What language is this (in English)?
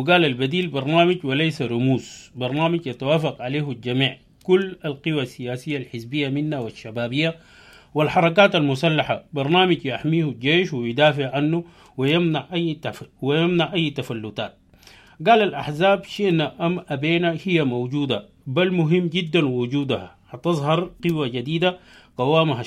Sudanese Arabic